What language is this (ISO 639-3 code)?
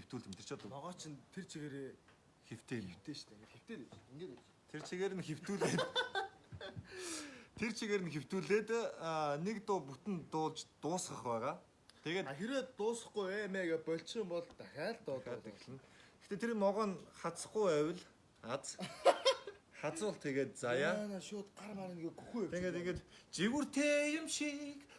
mon